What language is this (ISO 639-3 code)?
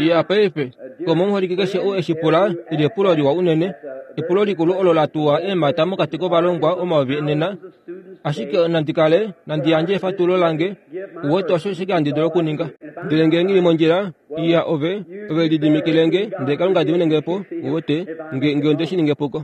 kua